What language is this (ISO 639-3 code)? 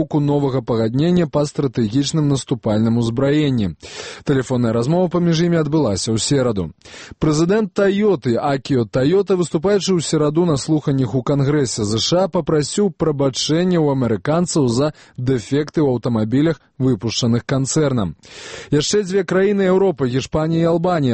bel